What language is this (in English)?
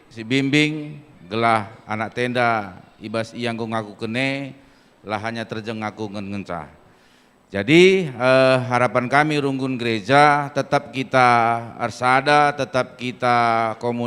Batak Karo